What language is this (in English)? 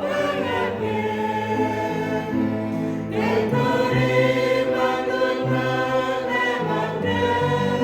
Central Mnong